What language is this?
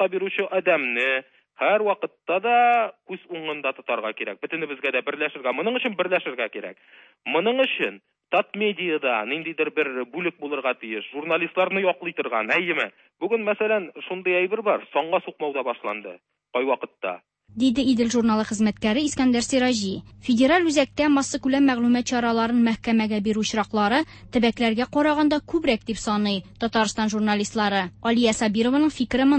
Tatar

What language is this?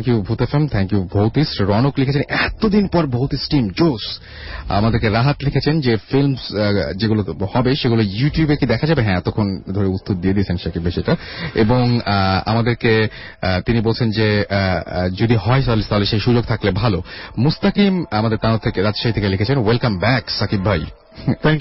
Bangla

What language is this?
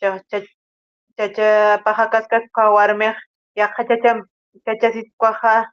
Aymara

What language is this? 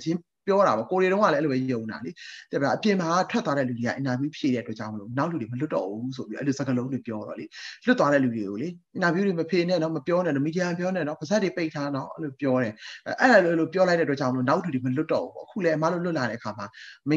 Burmese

